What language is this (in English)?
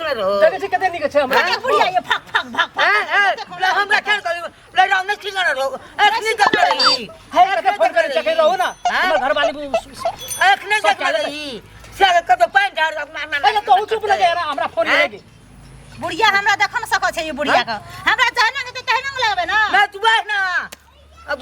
Maithili